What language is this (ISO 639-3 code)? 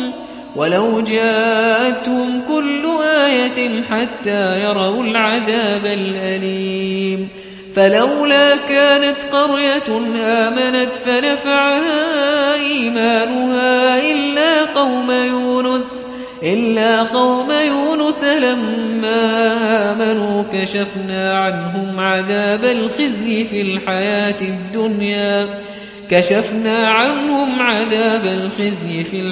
ara